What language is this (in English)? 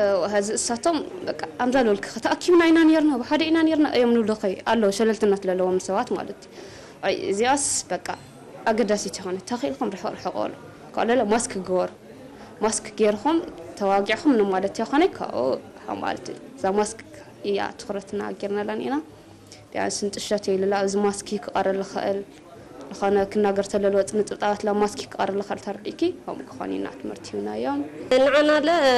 Tigrinya